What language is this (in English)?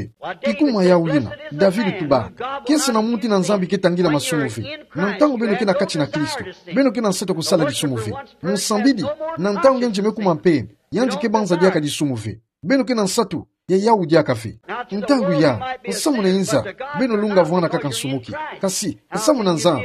Kituba (Democratic Republic of Congo)